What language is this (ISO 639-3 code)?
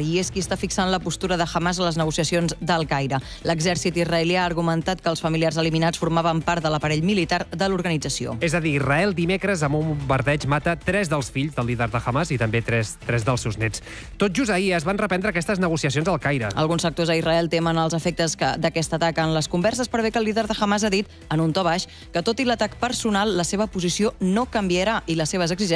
cat